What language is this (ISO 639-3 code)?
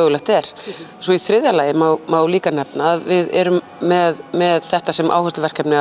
isl